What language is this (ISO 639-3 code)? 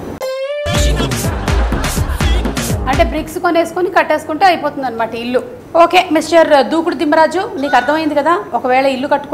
tel